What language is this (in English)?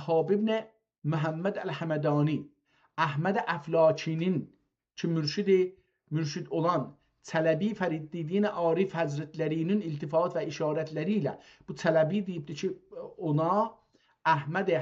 South Azerbaijani